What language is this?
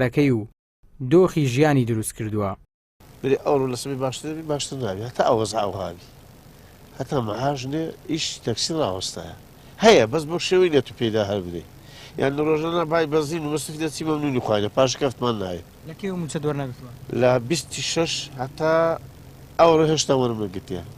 Central Kurdish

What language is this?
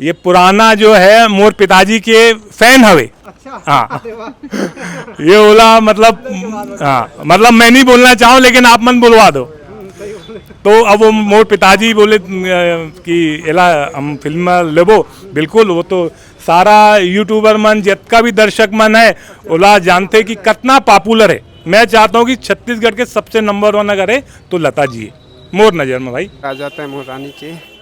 Chhattisgarhi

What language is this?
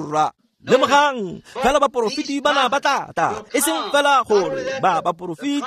Tswana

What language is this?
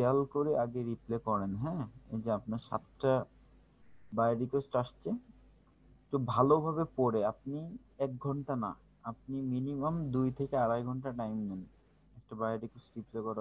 Bangla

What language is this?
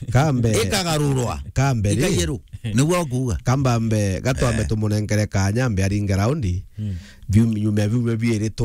Meru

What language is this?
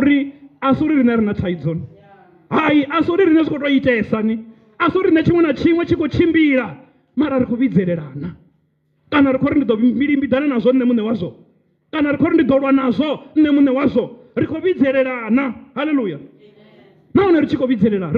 Venda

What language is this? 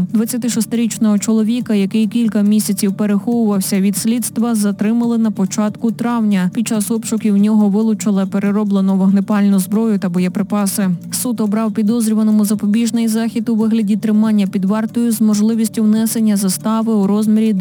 Ukrainian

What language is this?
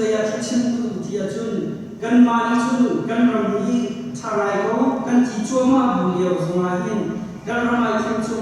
Hakha Chin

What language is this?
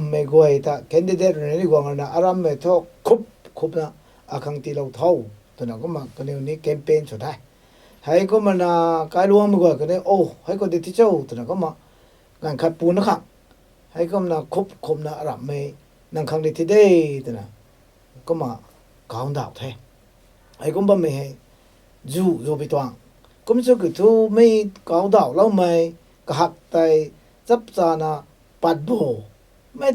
Rongmei Naga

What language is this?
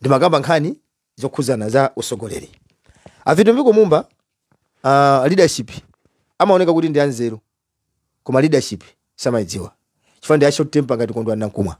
Nyanja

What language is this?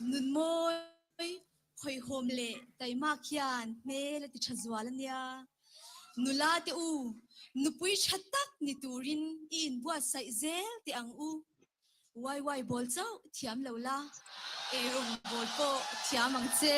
Mizo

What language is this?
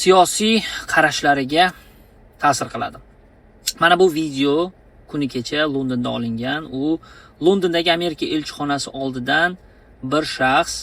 Uzbek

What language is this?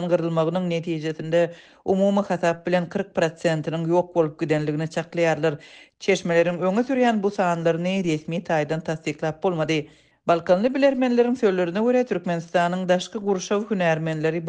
Turkmen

